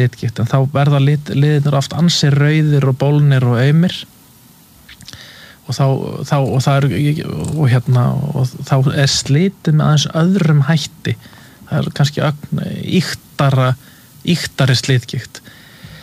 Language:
Icelandic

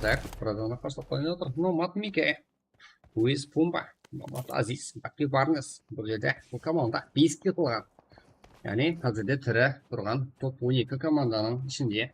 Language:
Kara-Kalpak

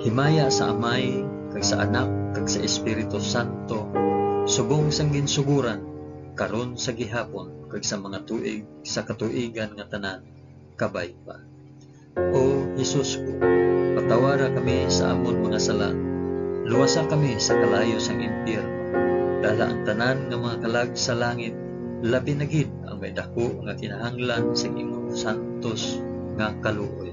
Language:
Hiligaynon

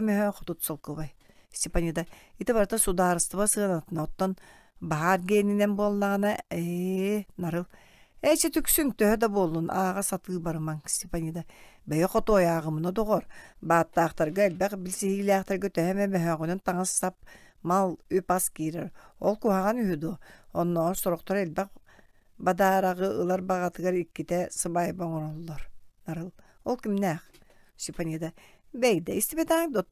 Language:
Yakut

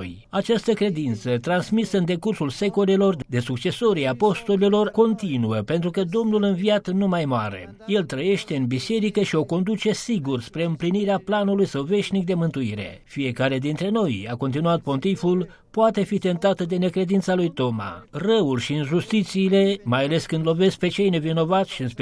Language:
Romanian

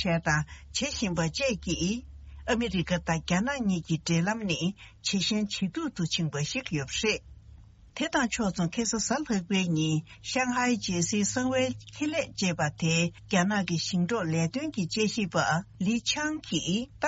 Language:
Tibetan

